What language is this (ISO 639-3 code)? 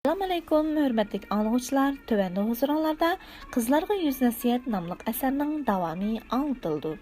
uig